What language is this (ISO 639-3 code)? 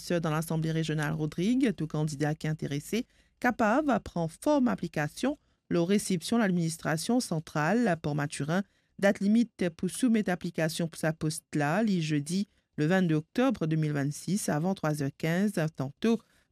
mfe